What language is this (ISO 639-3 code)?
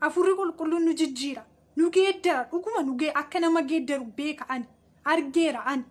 orm